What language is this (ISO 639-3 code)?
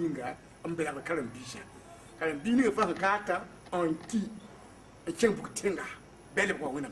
mos